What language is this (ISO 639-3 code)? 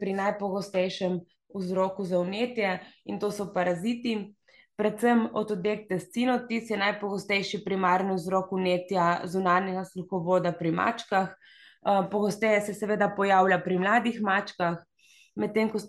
slv